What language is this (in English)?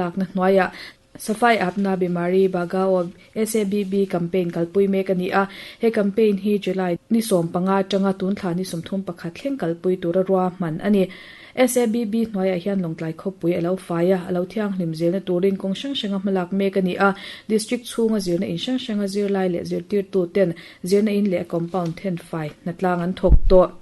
Mizo